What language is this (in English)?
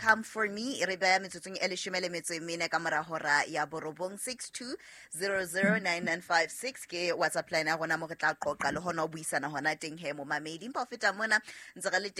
Southern Sotho